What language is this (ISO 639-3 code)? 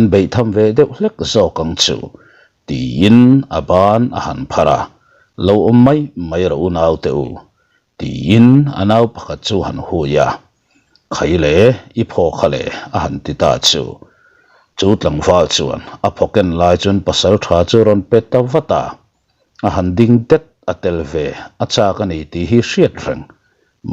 lus